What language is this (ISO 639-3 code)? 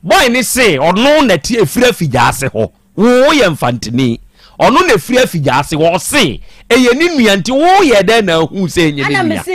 aka